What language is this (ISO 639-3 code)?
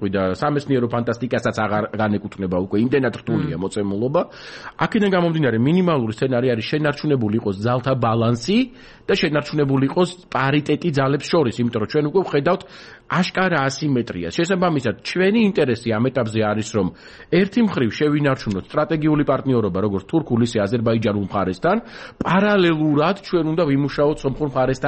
kat